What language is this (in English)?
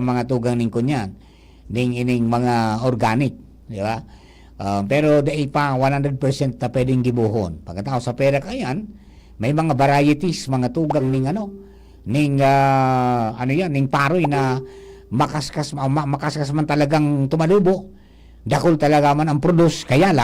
Bikol